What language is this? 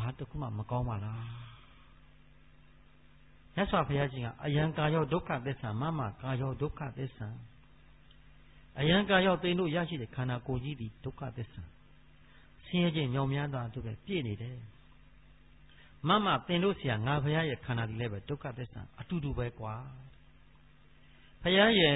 Burmese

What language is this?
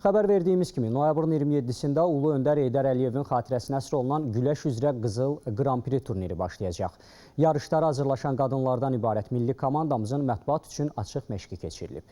Azerbaijani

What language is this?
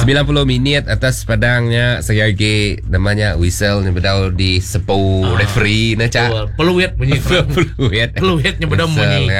Iban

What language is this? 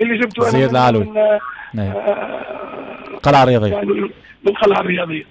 Tunisian Arabic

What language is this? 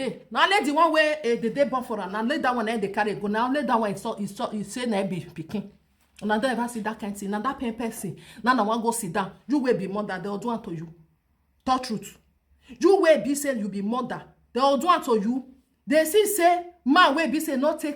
Nigerian Pidgin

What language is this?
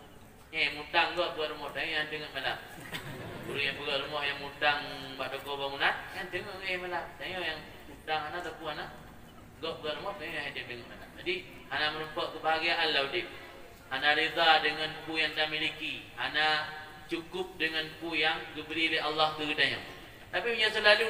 Achinese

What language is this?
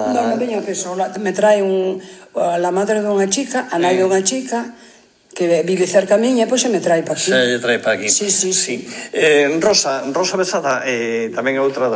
Galician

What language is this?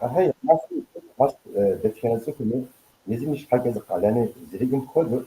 Kabardian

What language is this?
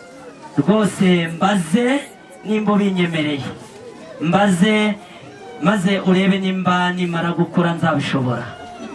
Kinyarwanda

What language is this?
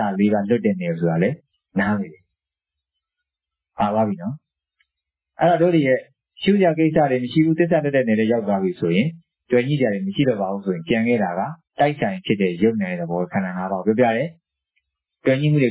Burmese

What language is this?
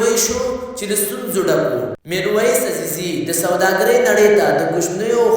Pashto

